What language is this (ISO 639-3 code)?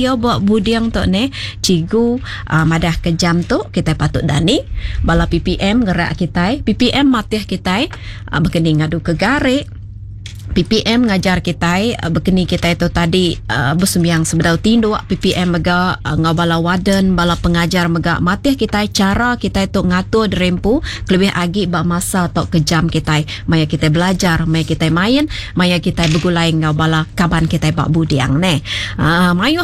iba